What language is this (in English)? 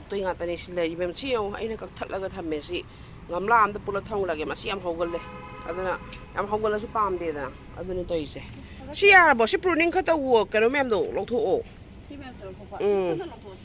Manipuri